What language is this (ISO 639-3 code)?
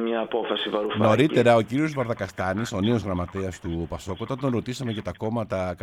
ell